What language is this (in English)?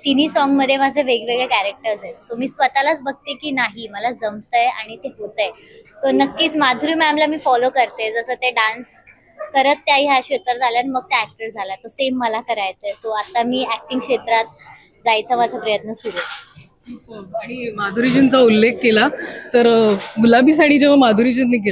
Marathi